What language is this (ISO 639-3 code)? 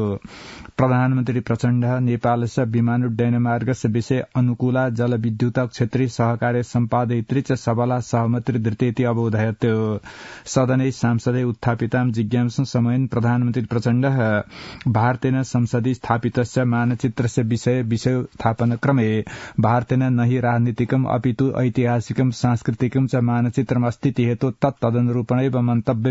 san